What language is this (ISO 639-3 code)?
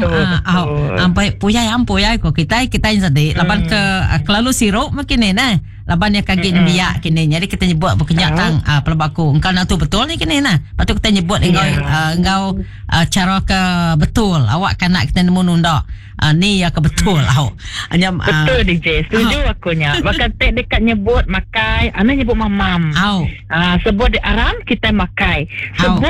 iba